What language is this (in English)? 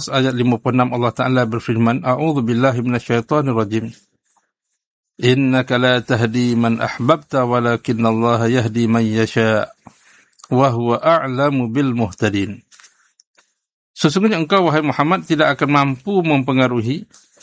Malay